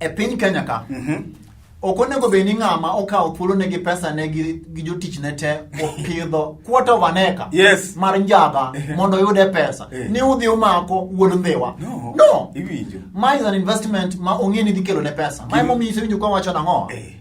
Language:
Luo (Kenya and Tanzania)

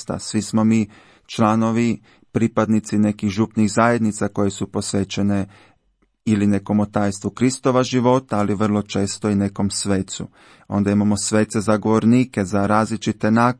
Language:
Croatian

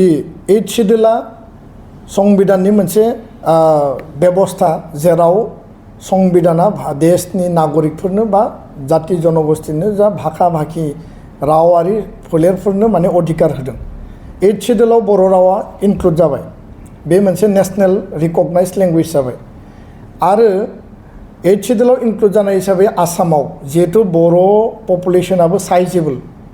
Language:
Bodo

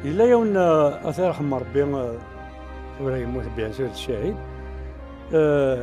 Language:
Kabyle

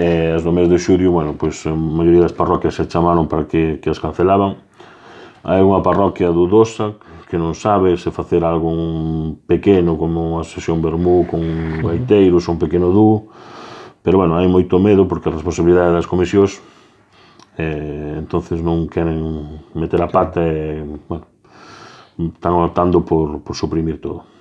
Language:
Galician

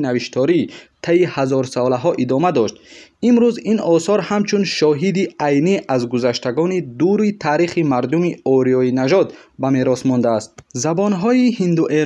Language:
Tajik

